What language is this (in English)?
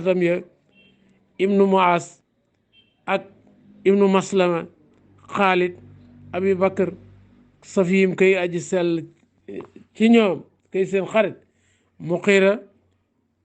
Wolof